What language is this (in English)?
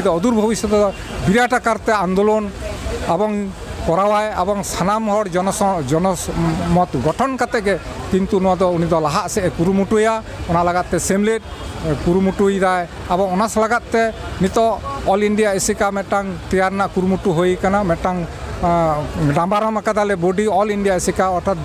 Santali